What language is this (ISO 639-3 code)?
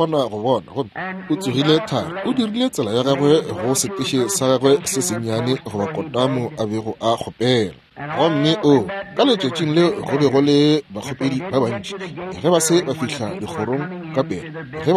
nso